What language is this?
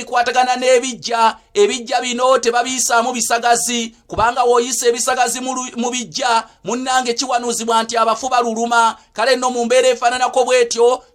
Ganda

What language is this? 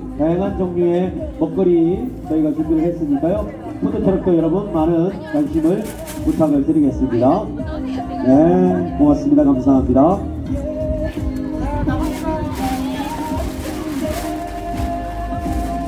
Korean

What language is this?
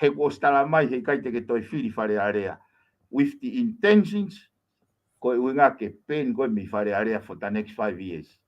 Tongan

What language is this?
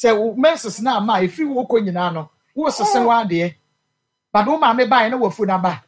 Akan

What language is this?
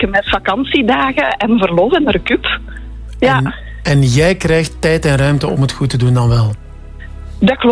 Dutch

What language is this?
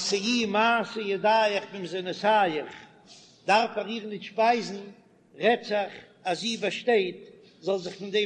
Yiddish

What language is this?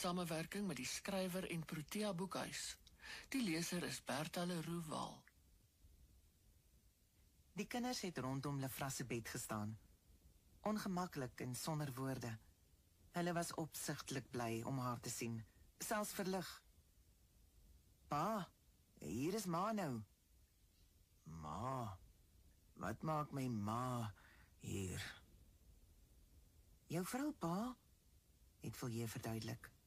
Afrikaans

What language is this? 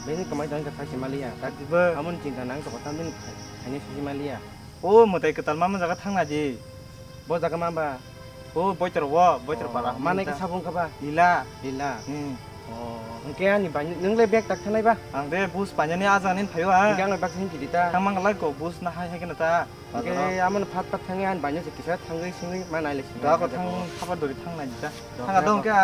Kok Borok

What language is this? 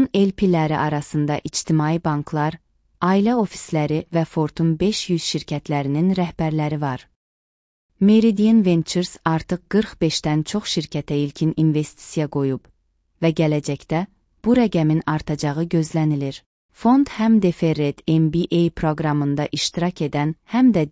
Azerbaijani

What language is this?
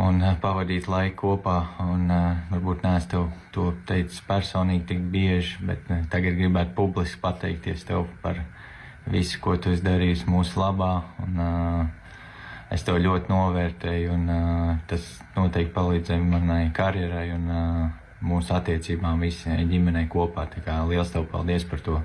Latvian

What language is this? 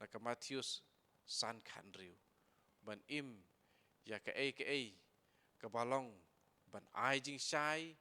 Khasi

